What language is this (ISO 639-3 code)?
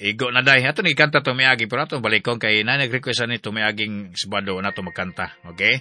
ceb